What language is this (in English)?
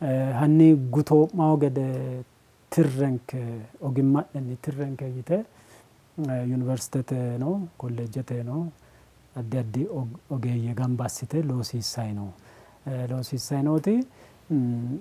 Sidamo